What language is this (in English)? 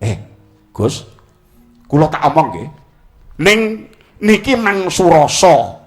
Javanese